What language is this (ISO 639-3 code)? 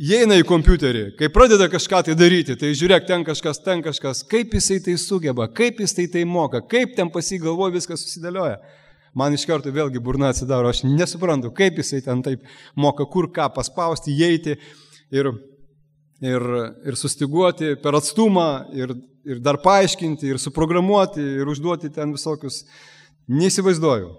lit